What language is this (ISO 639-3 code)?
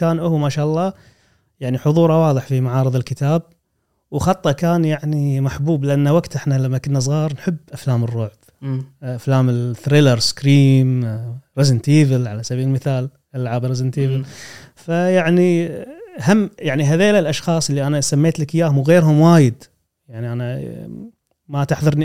afb